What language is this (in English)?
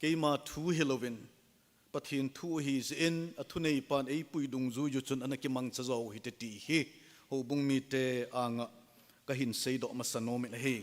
Thado Chin